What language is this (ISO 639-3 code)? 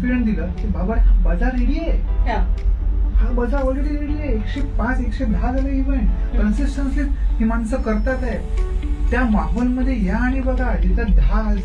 mar